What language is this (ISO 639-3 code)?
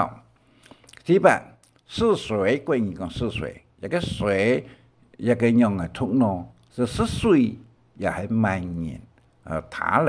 hak